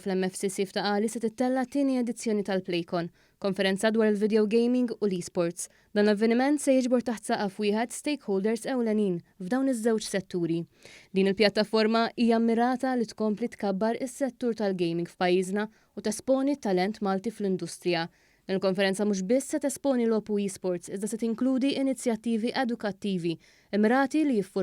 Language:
Maltese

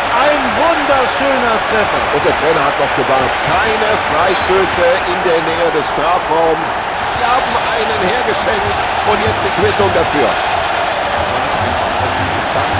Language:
Bavarian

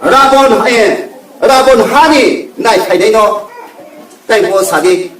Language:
Riang (India)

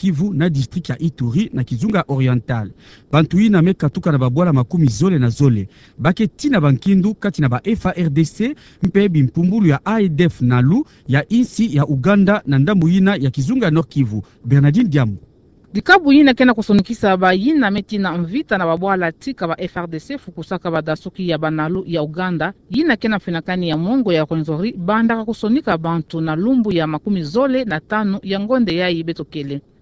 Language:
Kituba (Democratic Republic of Congo)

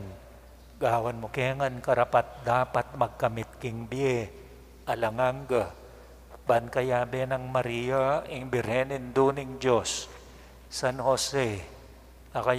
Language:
Pampanga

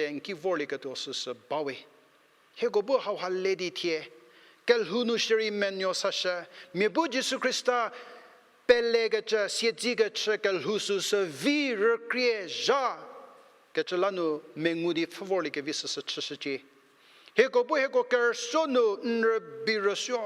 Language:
Angami Naga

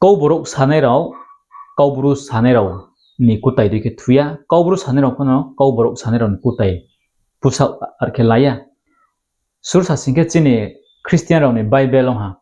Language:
Riang (India)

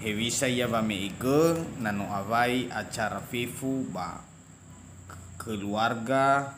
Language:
Nias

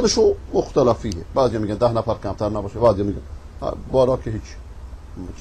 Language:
Persian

